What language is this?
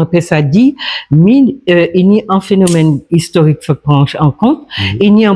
Guadeloupean Creole French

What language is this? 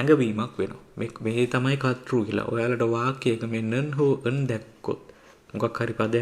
Sinhala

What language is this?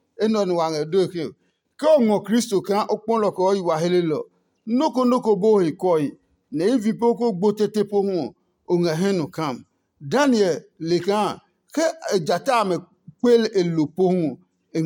Adangme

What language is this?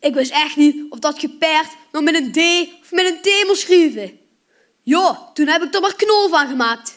Limburgish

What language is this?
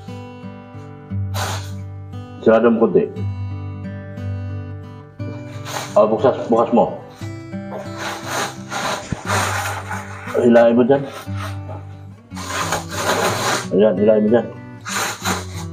Filipino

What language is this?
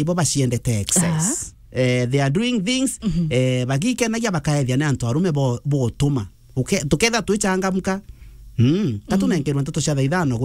Meru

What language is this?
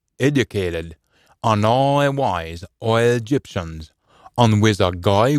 Scots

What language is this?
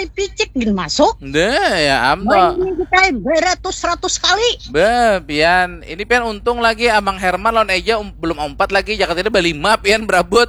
Banjar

